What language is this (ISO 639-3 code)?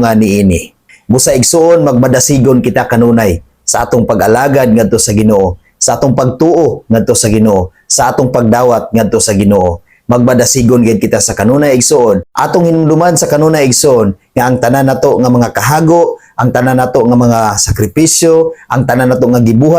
ceb